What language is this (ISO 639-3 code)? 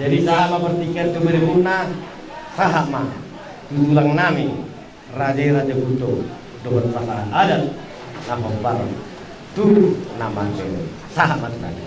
bbc